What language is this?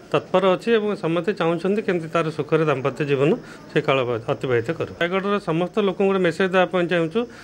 Odia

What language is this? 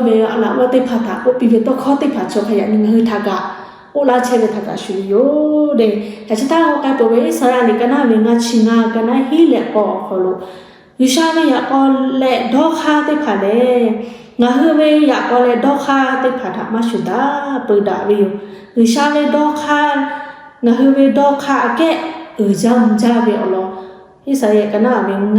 Lahu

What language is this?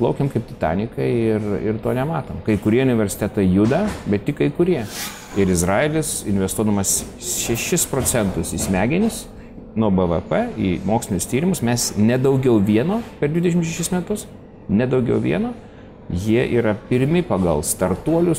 Lithuanian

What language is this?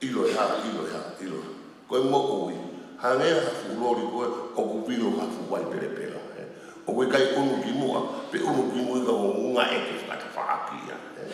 Tongan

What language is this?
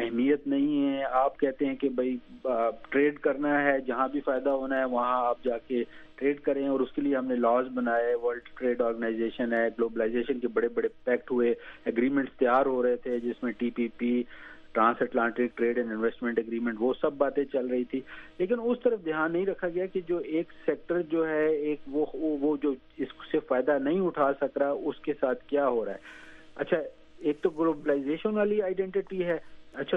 Urdu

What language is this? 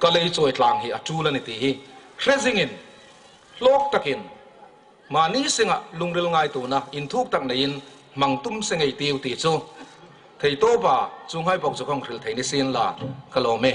Hmar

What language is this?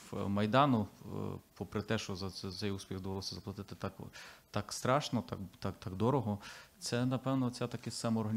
Ukrainian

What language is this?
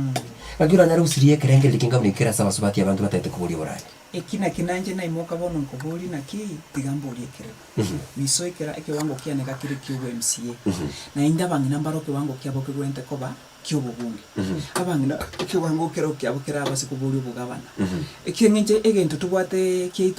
Gusii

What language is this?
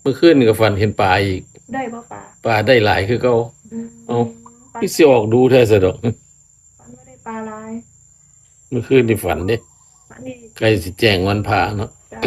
Northeastern Thai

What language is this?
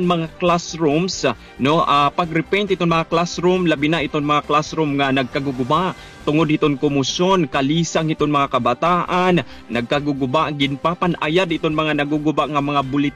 Waray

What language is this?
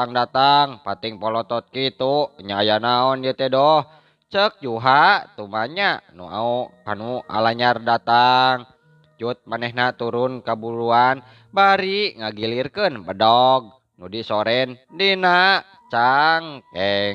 Sundanese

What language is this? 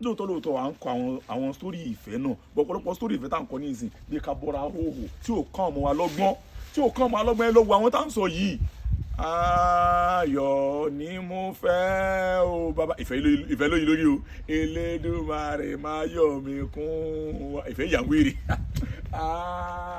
Yoruba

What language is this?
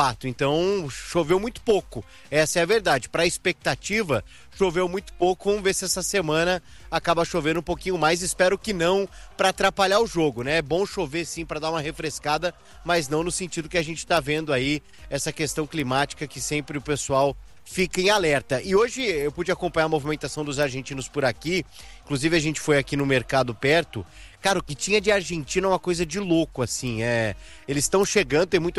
Portuguese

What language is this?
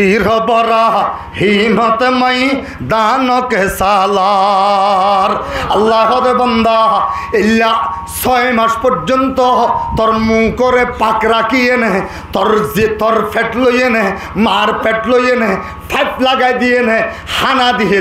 Rohingya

